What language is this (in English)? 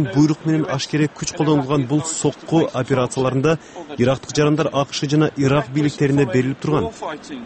Kyrgyz